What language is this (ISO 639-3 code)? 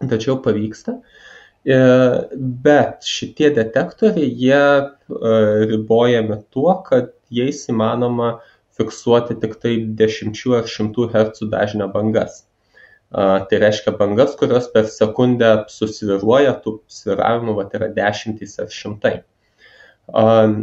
lit